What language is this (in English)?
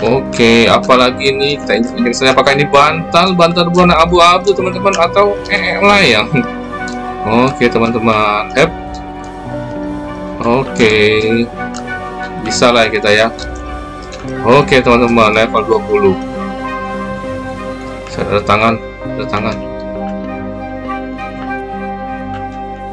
Indonesian